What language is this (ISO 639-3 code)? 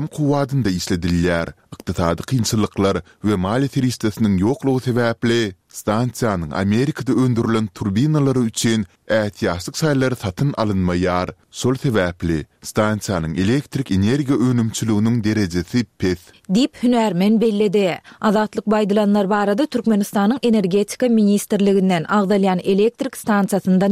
tuk